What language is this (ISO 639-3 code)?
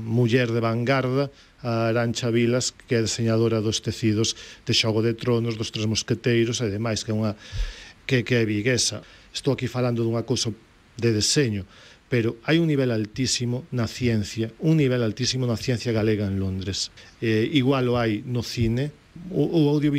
glg